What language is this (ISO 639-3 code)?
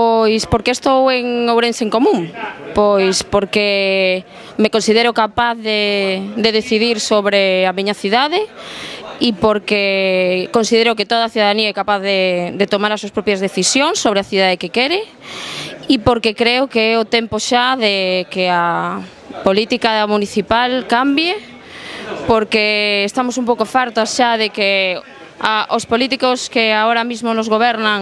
glg